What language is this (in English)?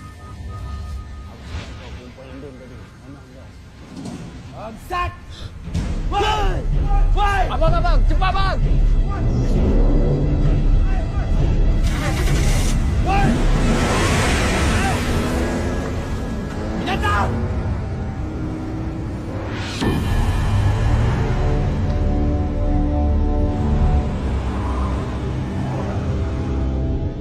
Malay